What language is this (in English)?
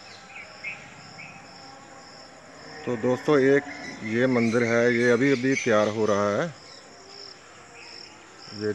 Hindi